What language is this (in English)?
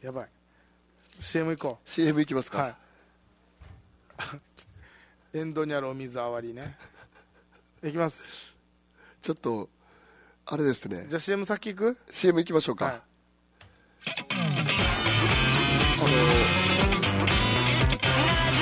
Japanese